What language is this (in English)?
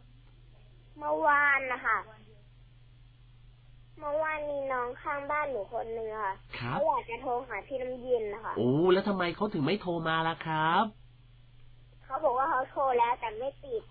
Thai